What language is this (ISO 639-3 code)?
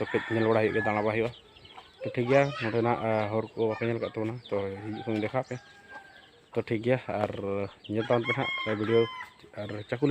sat